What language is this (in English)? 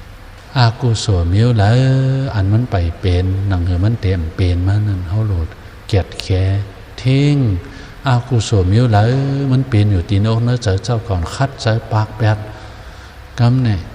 Shan